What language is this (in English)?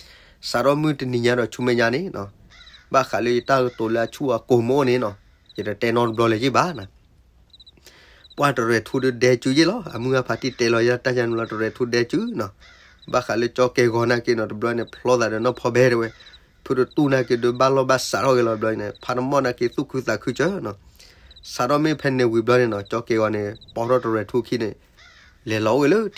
S'gaw Karen